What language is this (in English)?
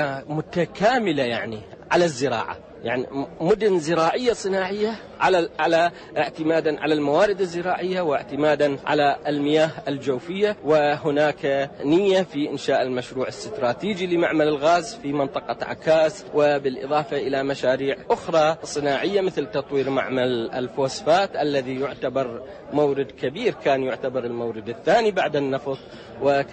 Arabic